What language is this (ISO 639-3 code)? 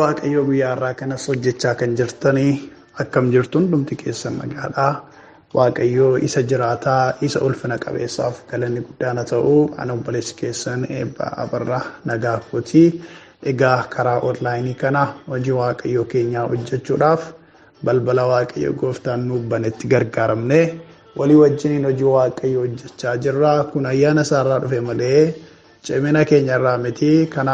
orm